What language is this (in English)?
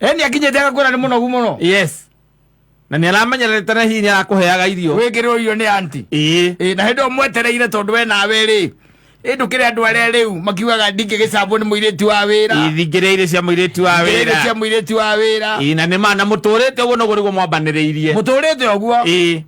Kikuyu